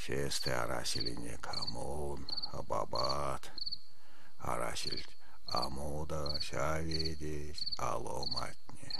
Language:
Erzya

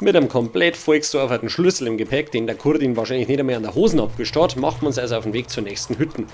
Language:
Bavarian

